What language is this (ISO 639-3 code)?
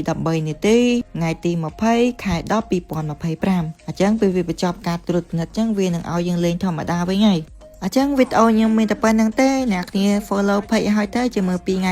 khm